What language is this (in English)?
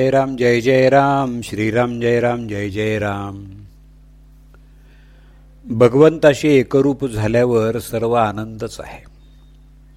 Marathi